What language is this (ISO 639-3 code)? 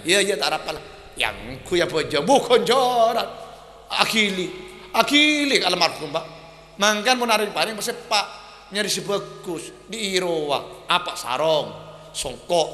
mad